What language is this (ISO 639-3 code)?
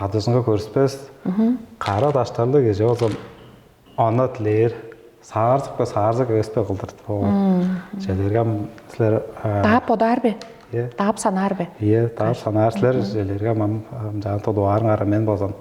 tyv